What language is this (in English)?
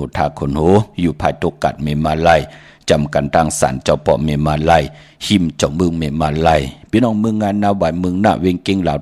Shan